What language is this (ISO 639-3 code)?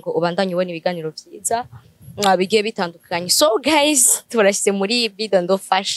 run